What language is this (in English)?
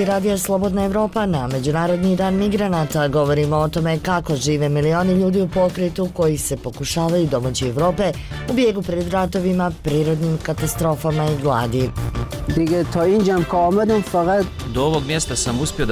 Bosnian